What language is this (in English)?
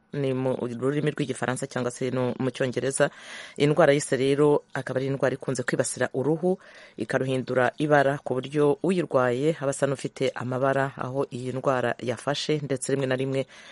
Kinyarwanda